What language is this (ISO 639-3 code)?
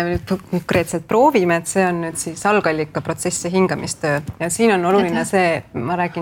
est